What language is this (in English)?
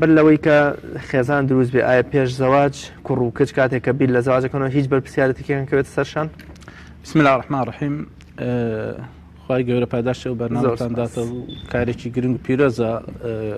Central Kurdish